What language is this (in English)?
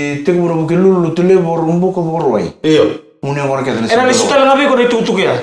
Fijian